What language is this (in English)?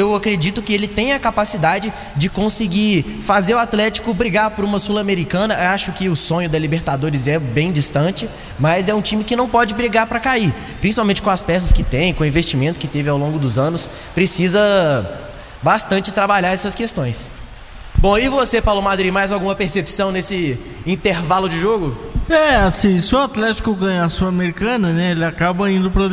Portuguese